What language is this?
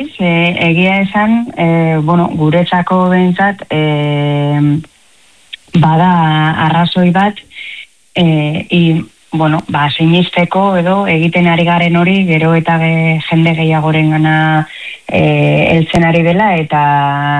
Basque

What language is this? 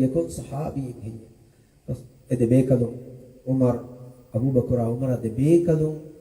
Divehi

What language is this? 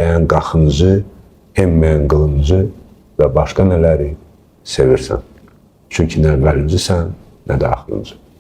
Azerbaijani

